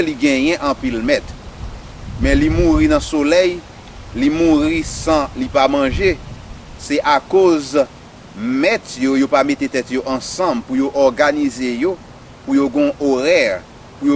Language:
Haitian Creole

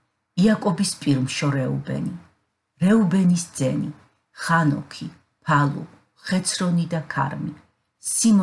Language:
Georgian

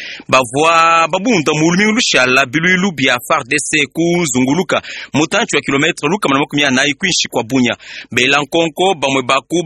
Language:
Luba-Lulua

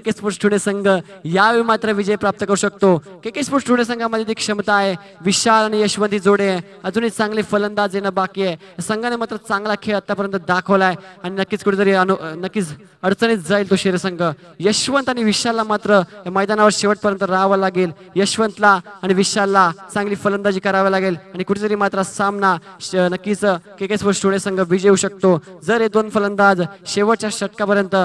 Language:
Marathi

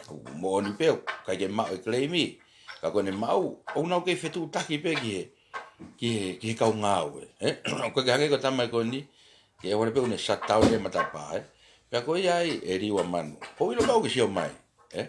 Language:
Tongan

